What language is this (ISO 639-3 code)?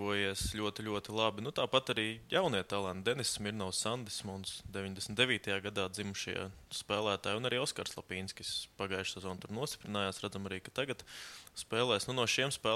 lav